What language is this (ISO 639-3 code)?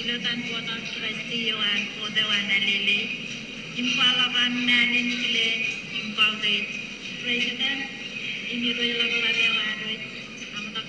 mah